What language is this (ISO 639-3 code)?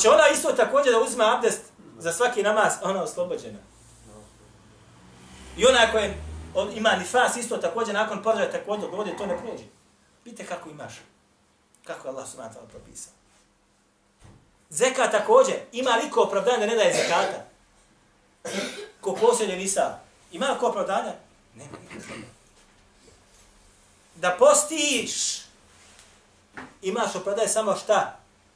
bos